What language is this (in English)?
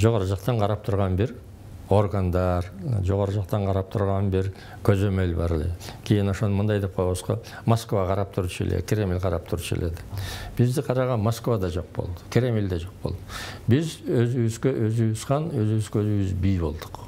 Kyrgyz